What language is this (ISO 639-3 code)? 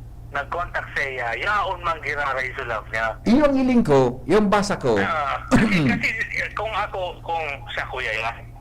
bik